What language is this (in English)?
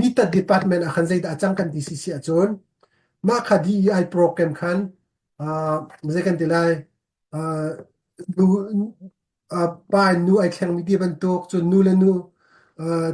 Hakha Chin